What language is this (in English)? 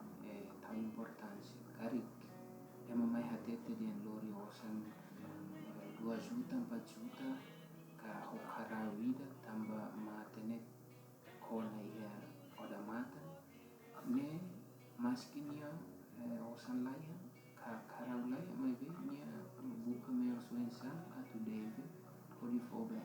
Tetum